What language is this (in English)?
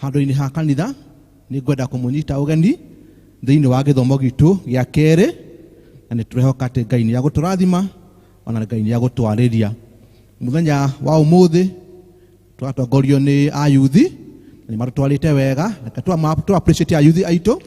Kikuyu